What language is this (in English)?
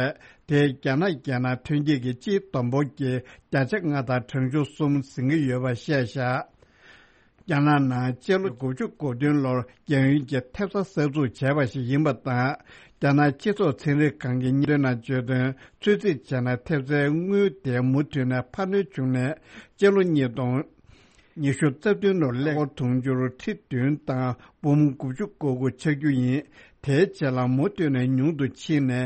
Tibetan